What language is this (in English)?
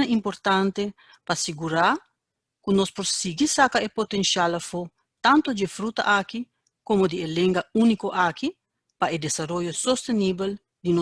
Papiamento